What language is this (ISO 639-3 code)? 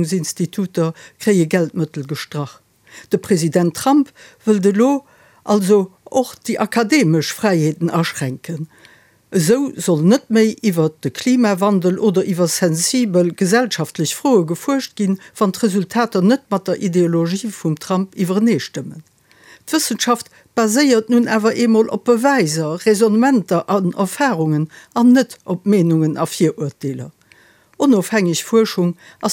ltz